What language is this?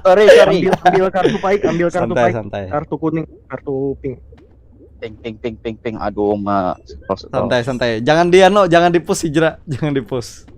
Banjar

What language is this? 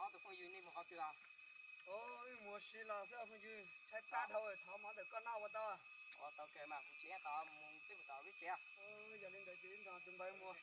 Hmong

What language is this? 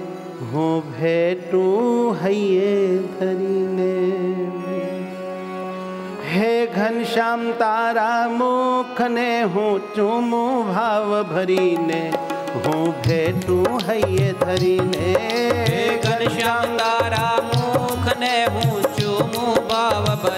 Gujarati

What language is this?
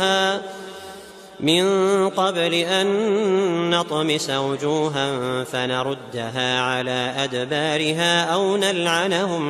Arabic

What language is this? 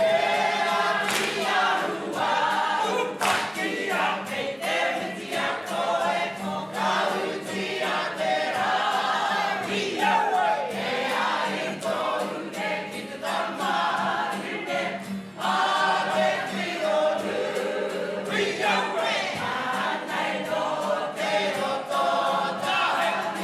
Māori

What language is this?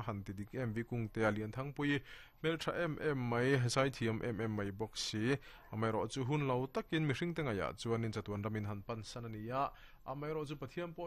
Mizo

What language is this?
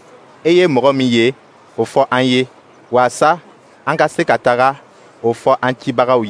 Dyula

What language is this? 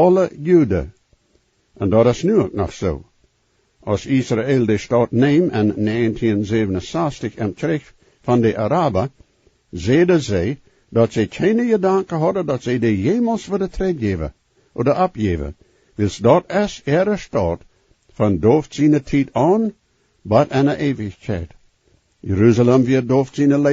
Plautdietsch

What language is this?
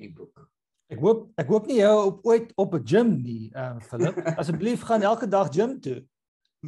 Afrikaans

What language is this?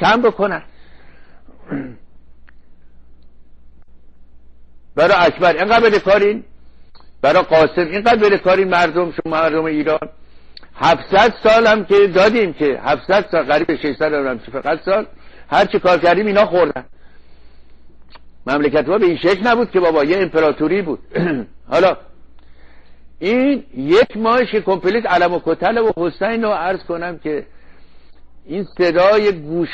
Persian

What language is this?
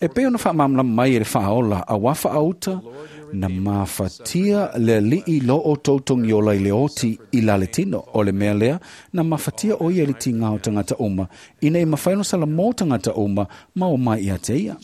Samoan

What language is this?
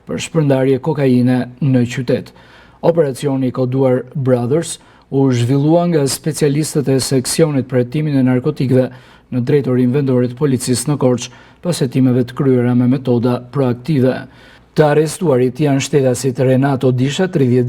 Albanian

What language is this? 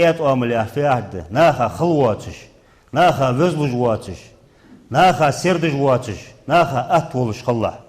Ingush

